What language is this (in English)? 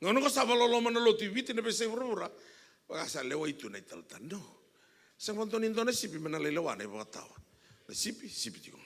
Fijian